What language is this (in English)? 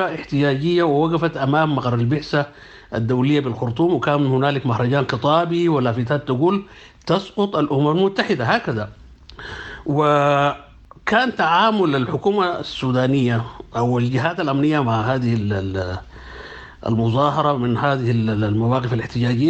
Sudanese Arabic